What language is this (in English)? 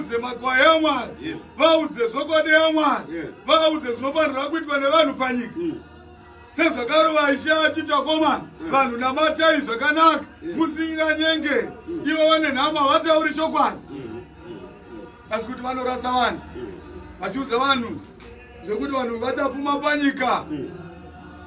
Shona